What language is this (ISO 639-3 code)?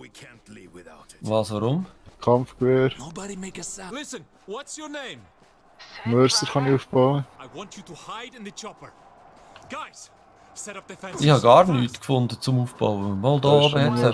gsw